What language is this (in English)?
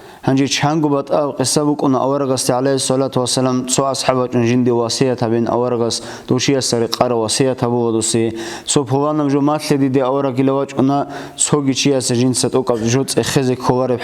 Avaric